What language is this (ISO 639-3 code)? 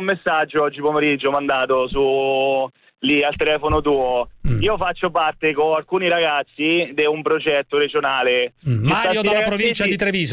ita